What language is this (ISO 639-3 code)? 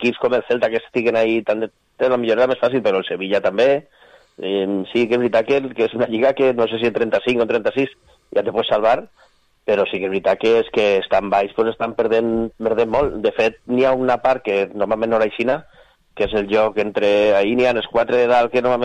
cat